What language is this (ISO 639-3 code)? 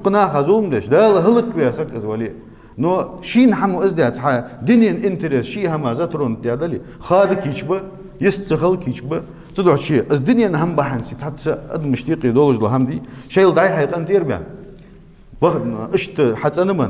inh